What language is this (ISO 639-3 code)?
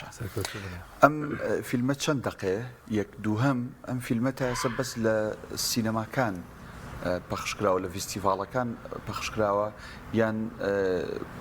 ckb